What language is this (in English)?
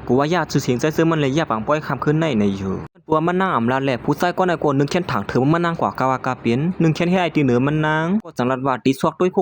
Shan